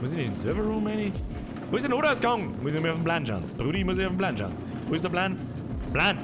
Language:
Bavarian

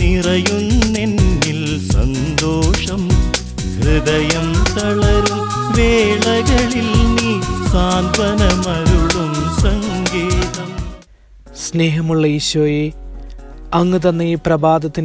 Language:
Malayalam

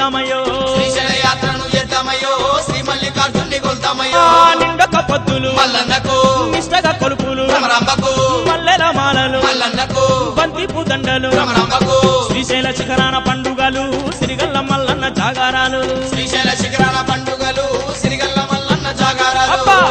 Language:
Telugu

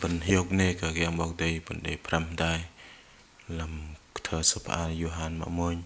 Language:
Bahnar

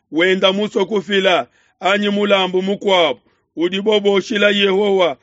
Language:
Luba-Lulua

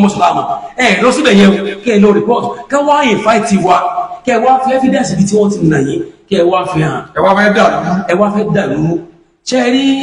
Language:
Yoruba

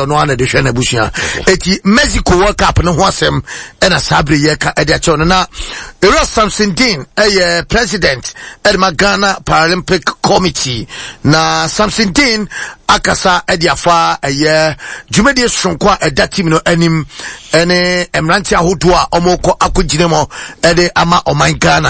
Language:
Akan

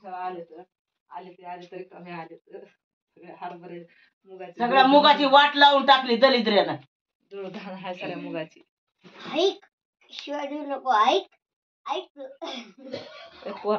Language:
Marathi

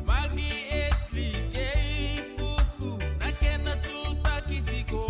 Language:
Fijian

